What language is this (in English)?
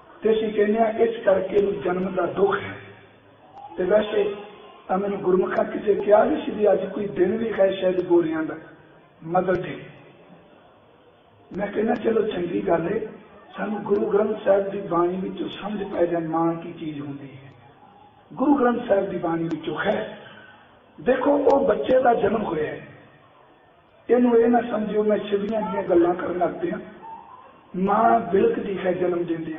Punjabi